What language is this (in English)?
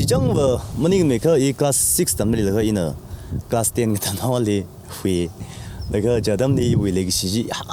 Tangkhul Naga (India)